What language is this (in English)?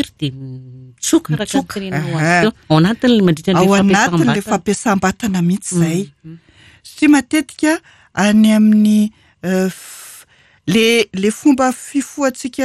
Malagasy